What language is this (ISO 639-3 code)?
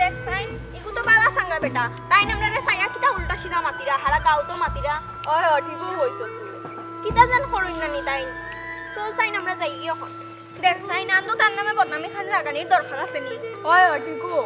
syl